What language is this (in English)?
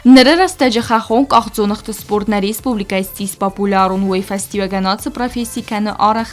Ossetic